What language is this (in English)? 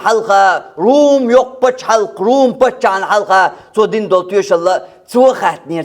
Chechen